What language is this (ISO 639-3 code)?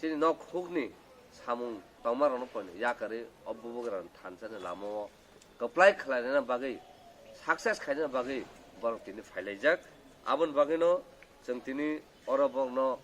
trp